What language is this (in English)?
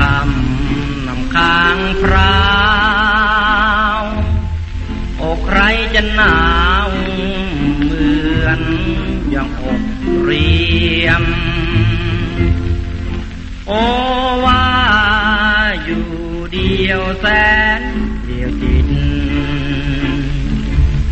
Thai